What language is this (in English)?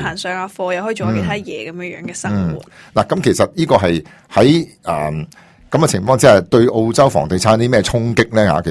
Cantonese